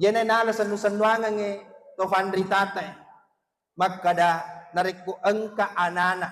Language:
Buginese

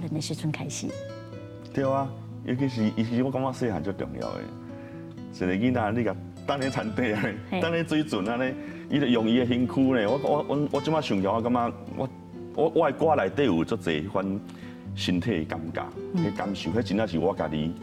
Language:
Min Nan Chinese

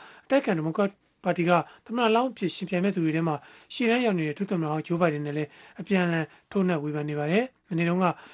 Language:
Burmese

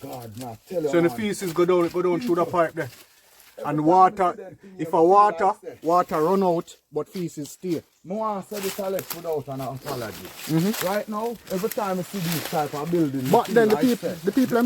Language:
Jamaican Creole English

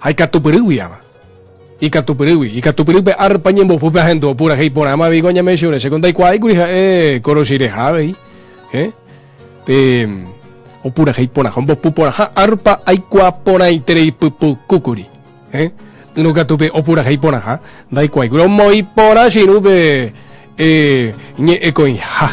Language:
Guarani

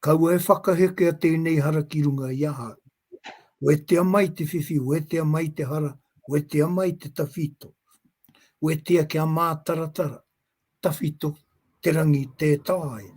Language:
Māori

